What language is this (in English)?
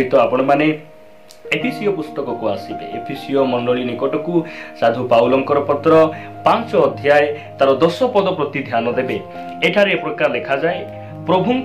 Odia